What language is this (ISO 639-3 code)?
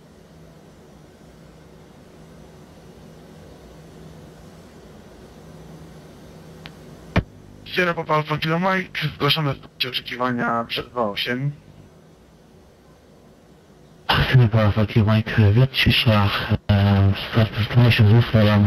pol